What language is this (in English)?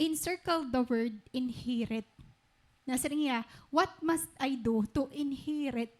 Waray